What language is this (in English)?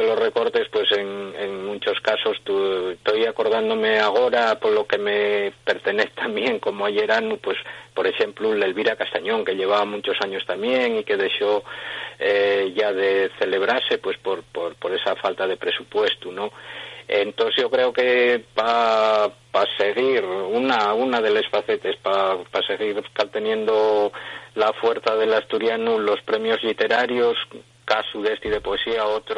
Asturian